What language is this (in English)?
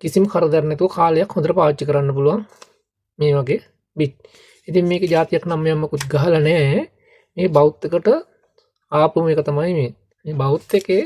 Sinhala